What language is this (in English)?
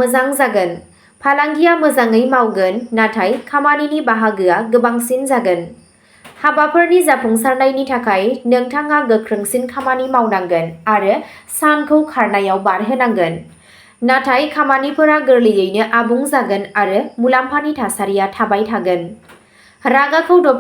Bodo